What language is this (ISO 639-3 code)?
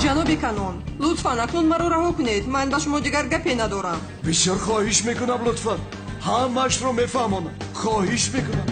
tgk